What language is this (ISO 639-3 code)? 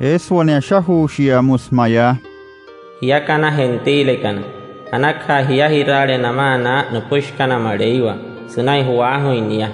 guc